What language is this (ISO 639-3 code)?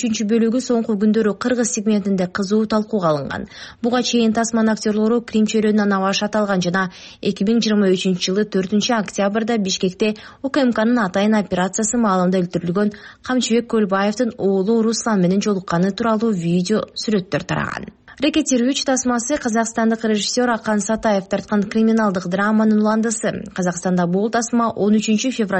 kir